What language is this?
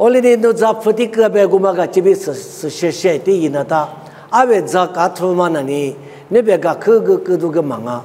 Lisu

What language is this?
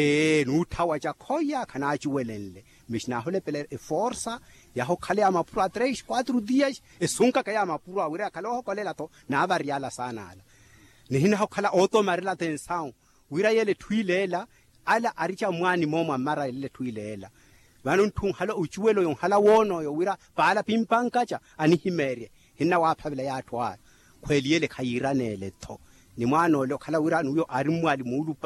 Makhuwa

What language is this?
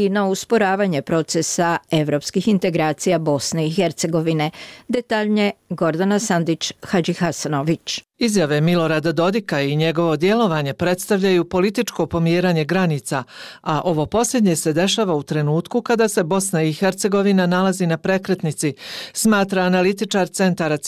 Bosnian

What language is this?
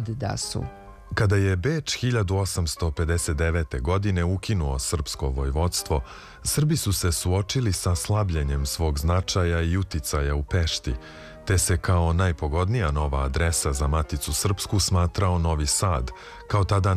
Serbian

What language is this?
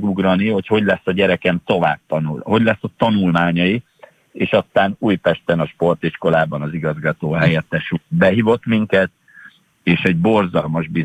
Hungarian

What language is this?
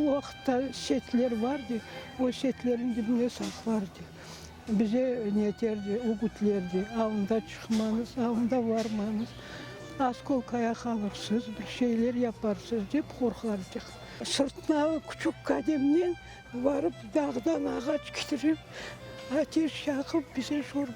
Crimean Tatar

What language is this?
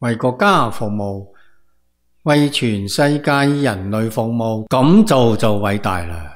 Cantonese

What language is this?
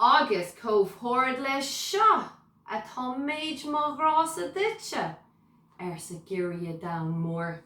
Irish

